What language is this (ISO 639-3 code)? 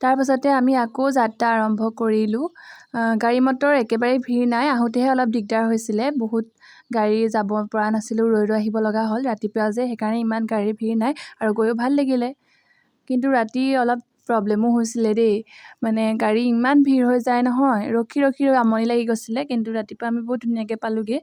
asm